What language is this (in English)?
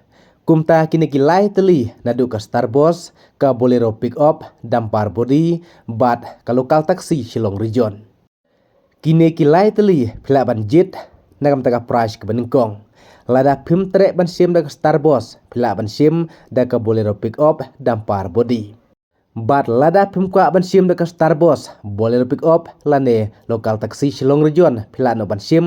Khasi